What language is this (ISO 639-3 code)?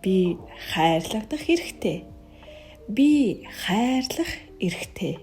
mon